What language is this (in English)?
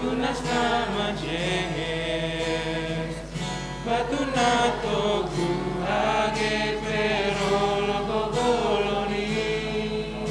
Batak Simalungun